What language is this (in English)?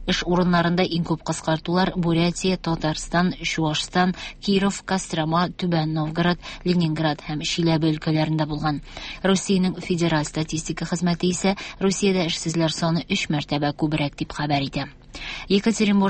Tatar